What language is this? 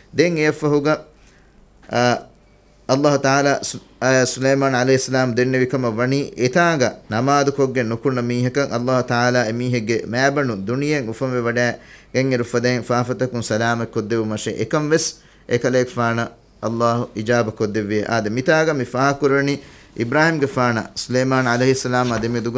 Divehi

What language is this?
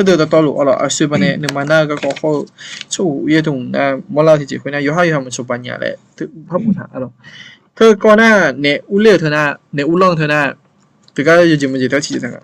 Akha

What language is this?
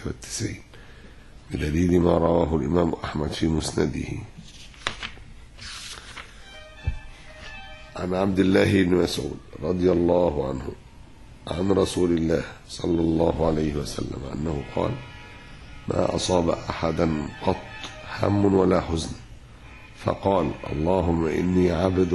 Arabic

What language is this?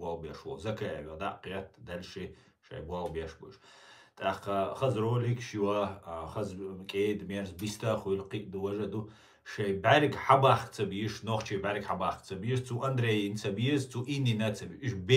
Chechen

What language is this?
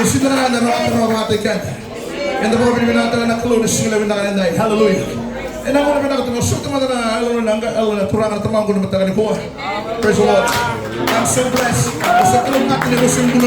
Fijian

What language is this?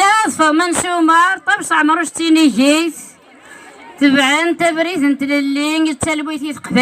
Kabyle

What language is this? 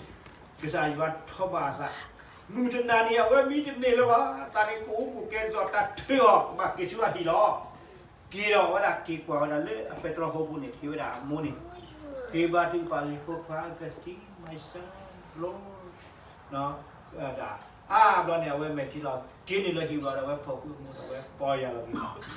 S'gaw Karen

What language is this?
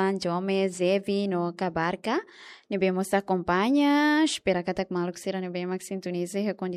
Tetum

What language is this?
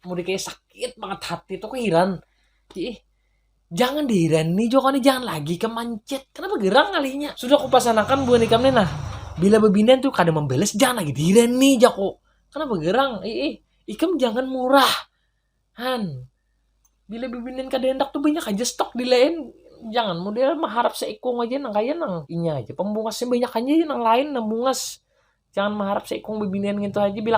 Banjar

